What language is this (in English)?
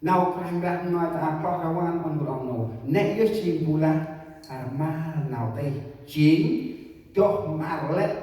Central Mnong